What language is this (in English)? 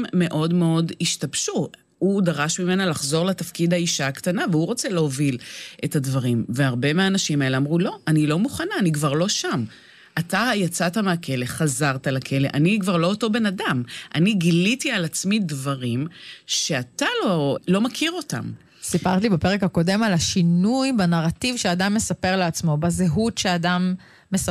Hebrew